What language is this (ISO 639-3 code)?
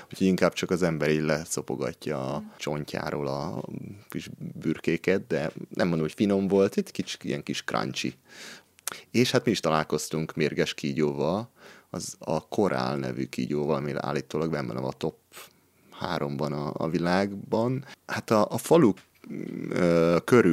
hun